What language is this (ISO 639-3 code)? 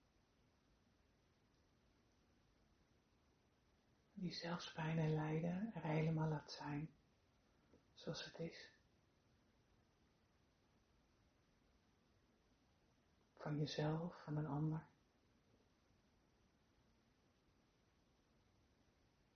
nld